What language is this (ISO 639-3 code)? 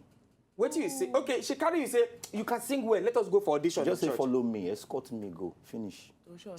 pcm